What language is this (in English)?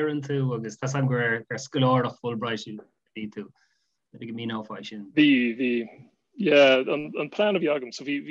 Irish